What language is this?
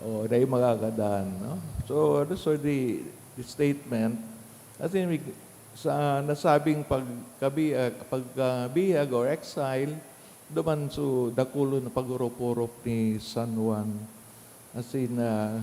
Bikol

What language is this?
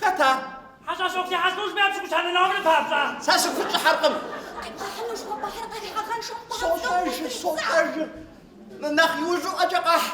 Kabardian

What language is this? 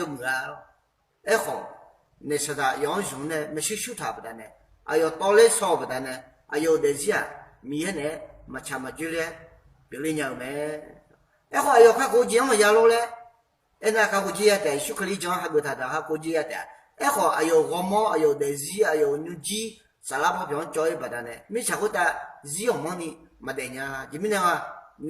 Akha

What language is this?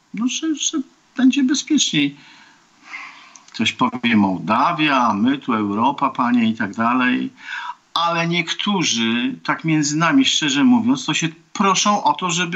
Polish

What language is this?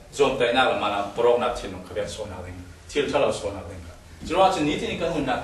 Falam Chin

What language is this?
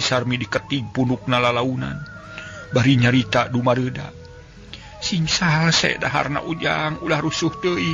Sundanese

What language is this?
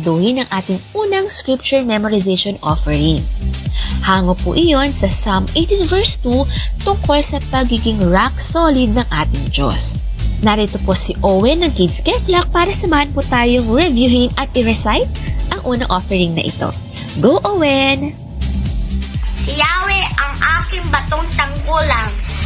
Filipino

